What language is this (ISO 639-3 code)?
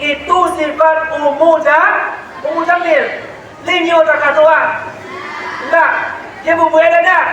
min